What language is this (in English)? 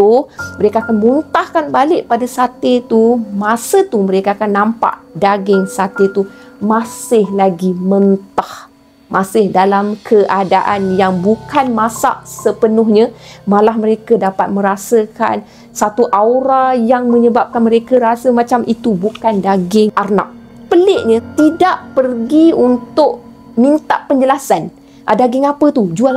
Malay